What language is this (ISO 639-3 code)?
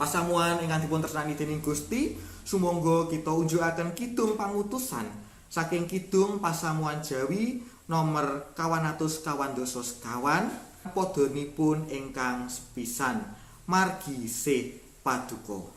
jav